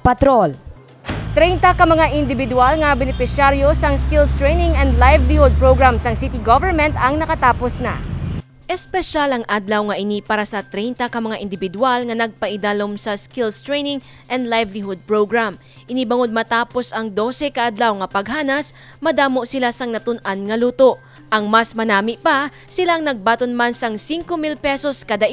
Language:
Hiligaynon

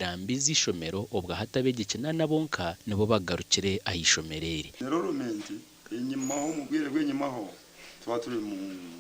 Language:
Nyankole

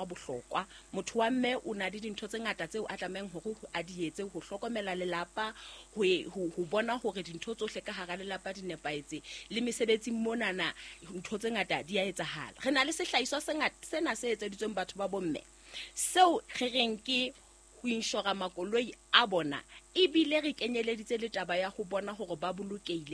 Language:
Southern Sotho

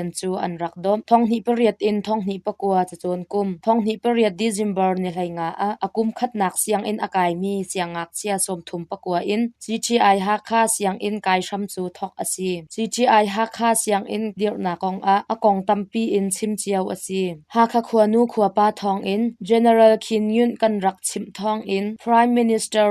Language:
Hakha Chin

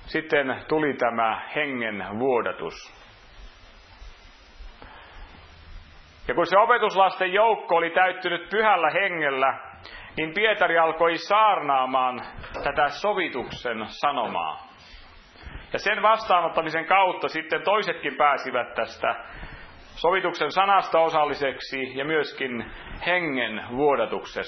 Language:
Finnish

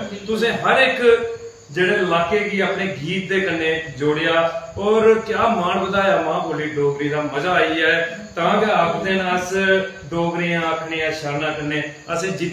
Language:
Dogri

